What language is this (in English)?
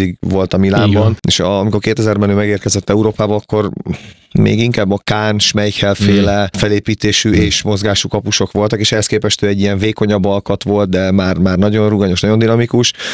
Hungarian